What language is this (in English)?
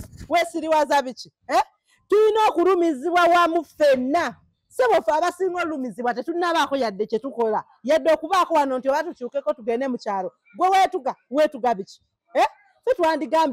Ganda